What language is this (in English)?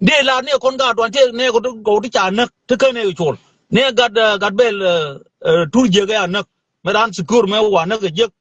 Nuer